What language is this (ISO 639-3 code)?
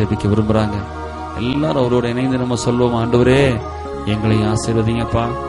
tam